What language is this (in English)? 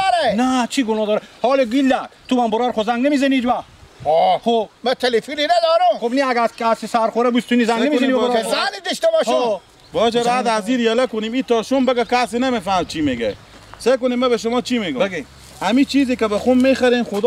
Persian